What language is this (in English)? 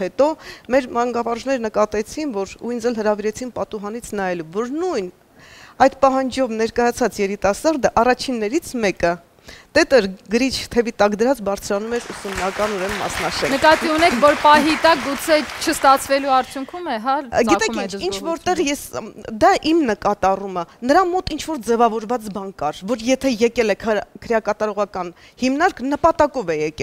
Armenian